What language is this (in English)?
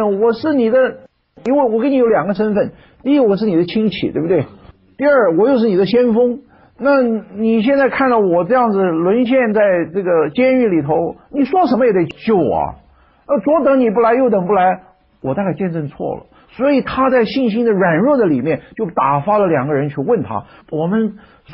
Chinese